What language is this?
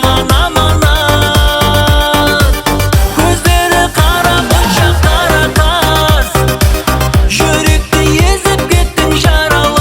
Kara-Kalpak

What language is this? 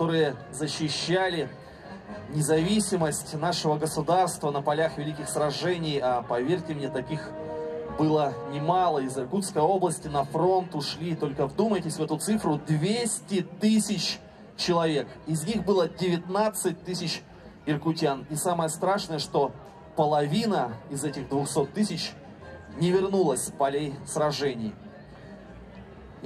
Russian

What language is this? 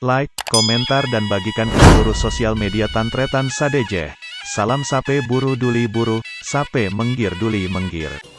Madurese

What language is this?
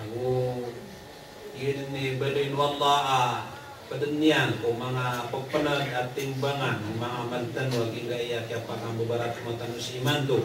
Maranao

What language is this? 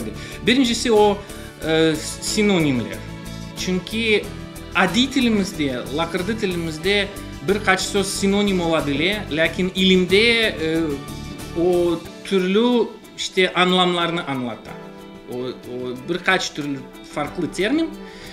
Crimean Tatar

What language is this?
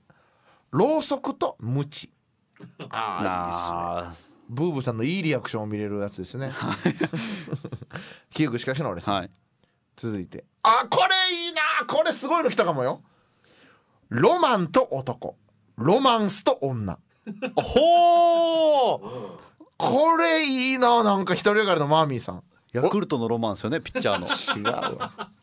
Japanese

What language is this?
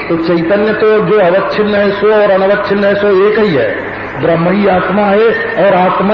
Hindi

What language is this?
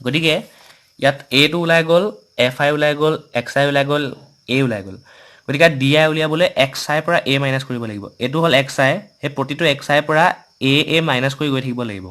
Assamese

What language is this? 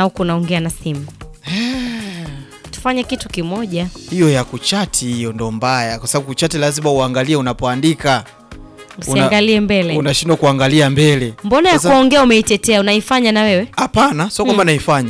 Swahili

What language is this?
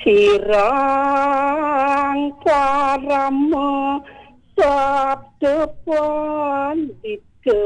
Balinese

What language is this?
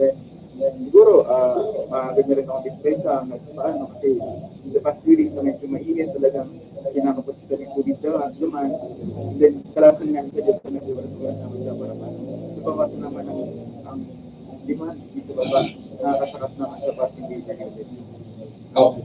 Bikol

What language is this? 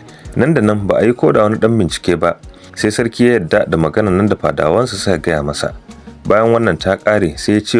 Hausa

